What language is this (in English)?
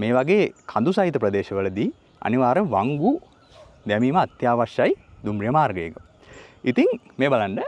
Sinhala